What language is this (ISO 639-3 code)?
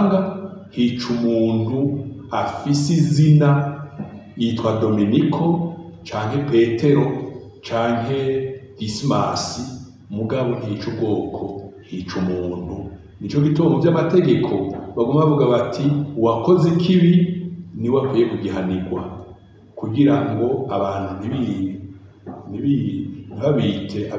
run